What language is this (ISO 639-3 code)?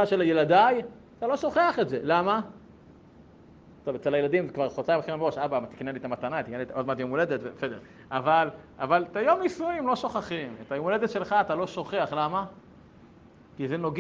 heb